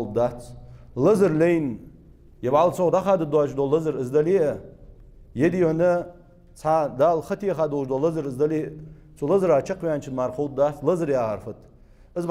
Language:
Ingush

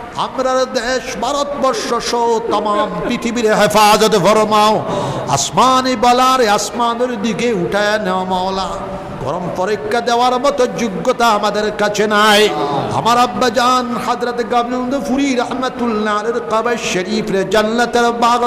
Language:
Sylheti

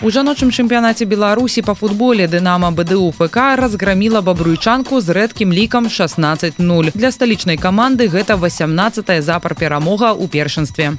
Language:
Belarusian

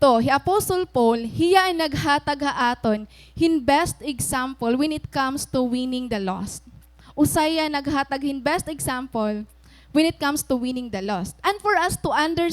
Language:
Waray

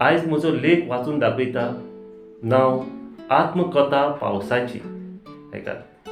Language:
Konkani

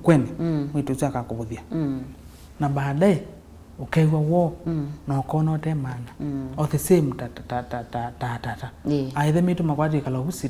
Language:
Kamba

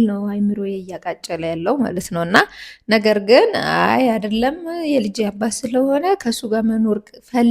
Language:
Amharic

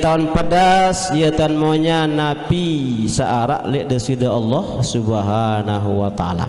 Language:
Sasak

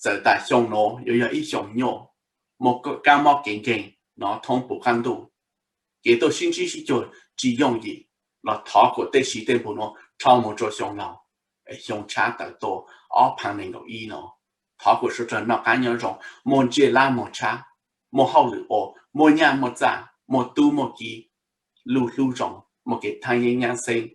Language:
Hmong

